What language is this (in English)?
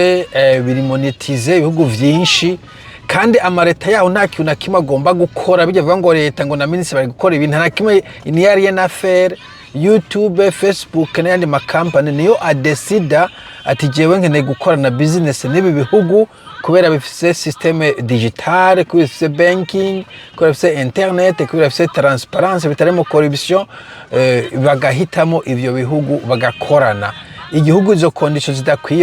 Rundi